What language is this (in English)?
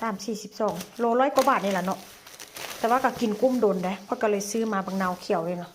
Northeastern Thai